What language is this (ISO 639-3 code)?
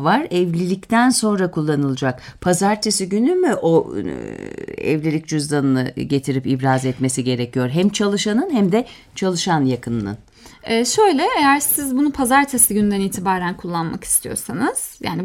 tur